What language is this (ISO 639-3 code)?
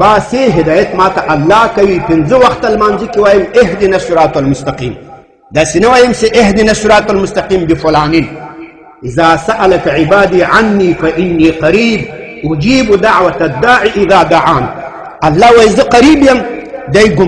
pus